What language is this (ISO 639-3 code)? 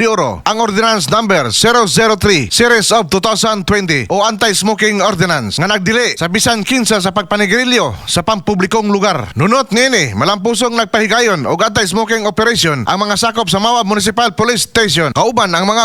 ceb